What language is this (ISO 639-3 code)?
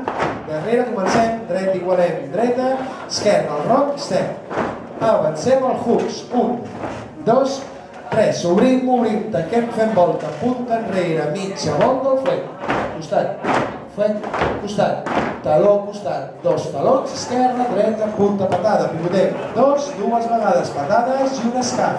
cat